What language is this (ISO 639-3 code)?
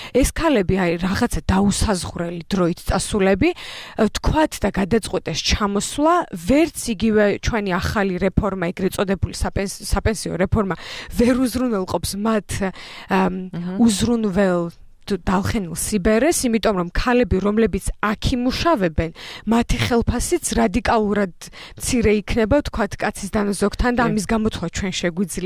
kat